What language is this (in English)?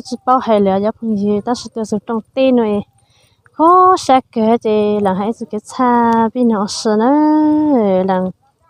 Hmong